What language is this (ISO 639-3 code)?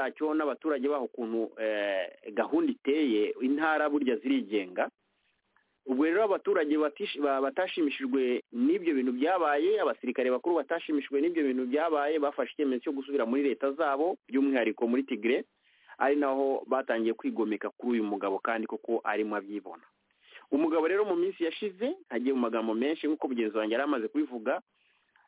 kin